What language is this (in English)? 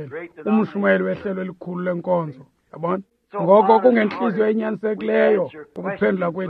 Xhosa